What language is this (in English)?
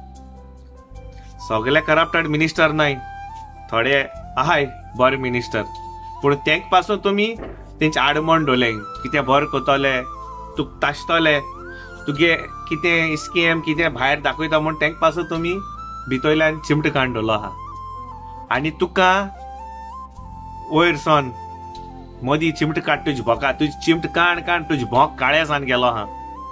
Konkani